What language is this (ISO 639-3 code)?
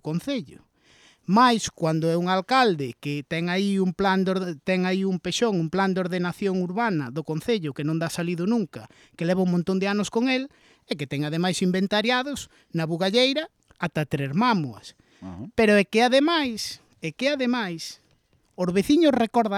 glg